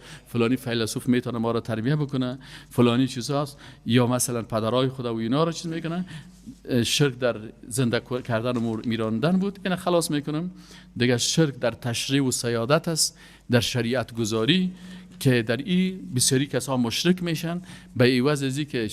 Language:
Persian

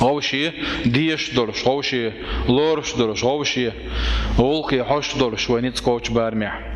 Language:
Chechen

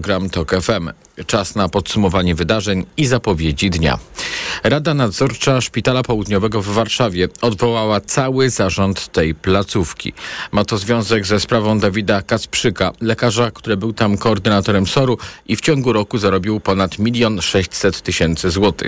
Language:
Polish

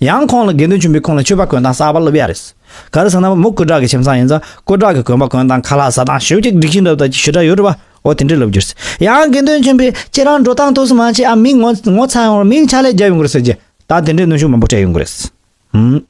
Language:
Tibetan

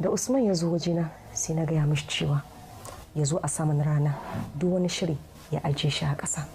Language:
Hausa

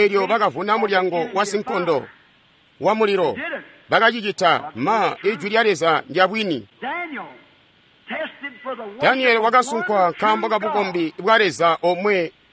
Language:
Tonga (Zambia)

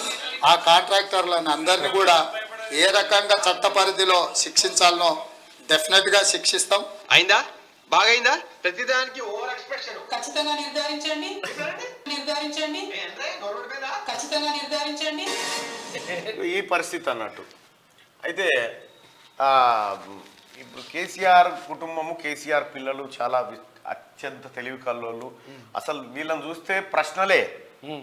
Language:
Telugu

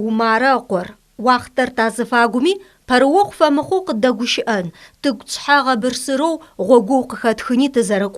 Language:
Adyghe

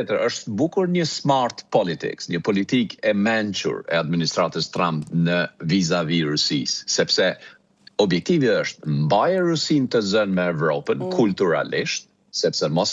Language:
Albanian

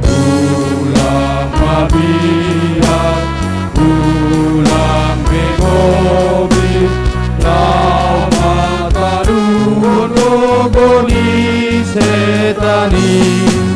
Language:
Batak Simalungun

